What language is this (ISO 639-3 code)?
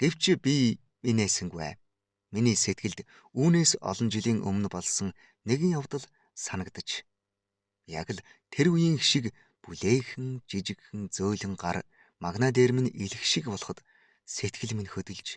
mon